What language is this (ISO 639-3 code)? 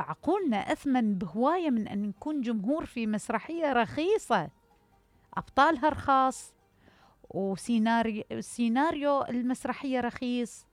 acm